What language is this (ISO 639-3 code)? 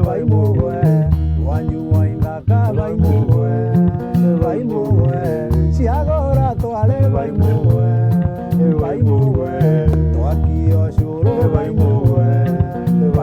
mer